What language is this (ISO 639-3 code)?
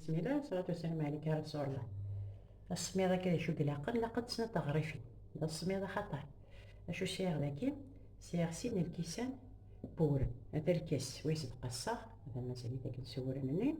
kab